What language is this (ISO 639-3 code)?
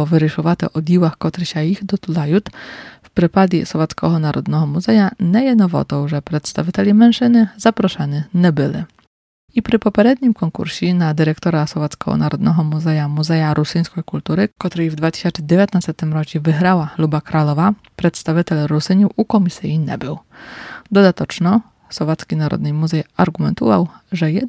pol